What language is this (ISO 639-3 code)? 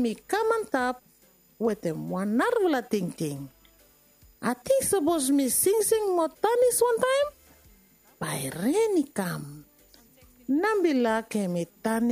bis